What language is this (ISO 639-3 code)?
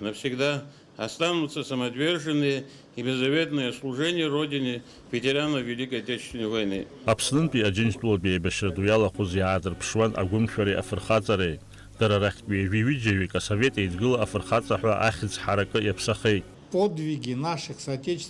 abk